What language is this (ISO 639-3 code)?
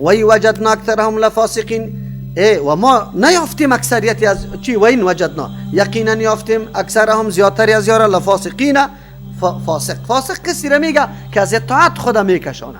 fas